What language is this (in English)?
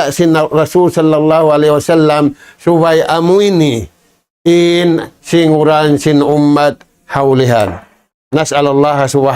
Tausug